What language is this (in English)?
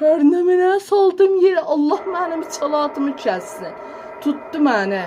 South Azerbaijani